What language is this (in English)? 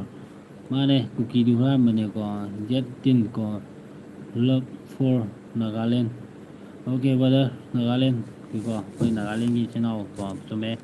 Manipuri